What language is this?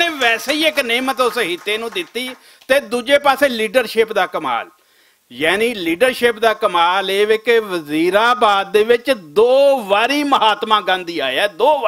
Western Panjabi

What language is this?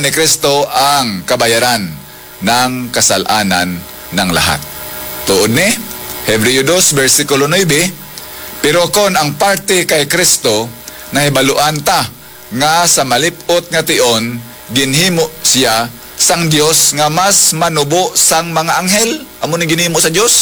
Hiligaynon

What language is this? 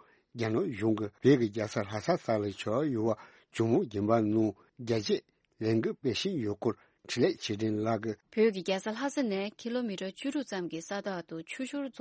Tibetan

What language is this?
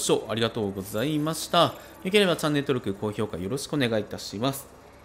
Japanese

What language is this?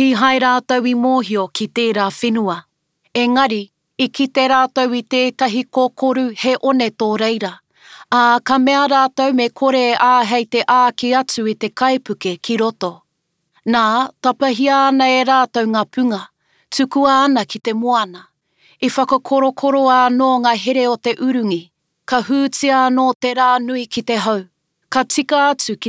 Māori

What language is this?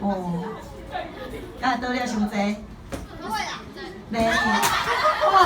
Min Nan Chinese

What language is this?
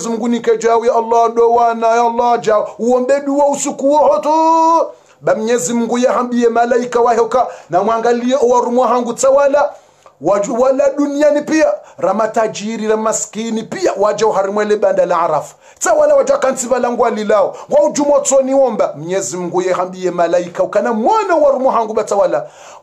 Swahili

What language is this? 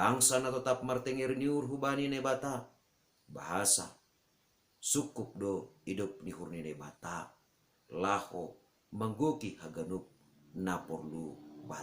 Batak Simalungun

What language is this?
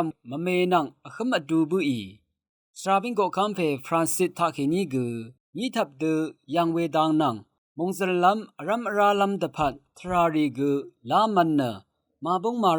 Rawang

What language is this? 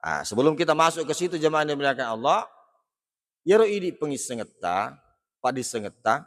Buginese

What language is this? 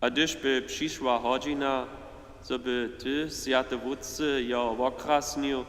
Upper Sorbian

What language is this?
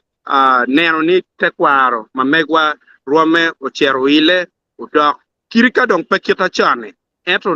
Acoli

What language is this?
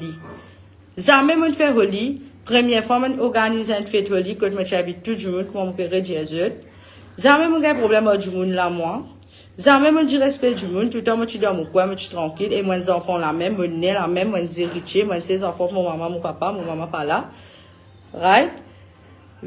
Morisyen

